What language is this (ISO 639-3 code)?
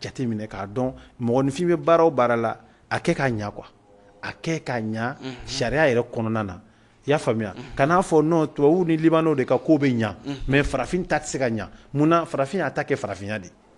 bam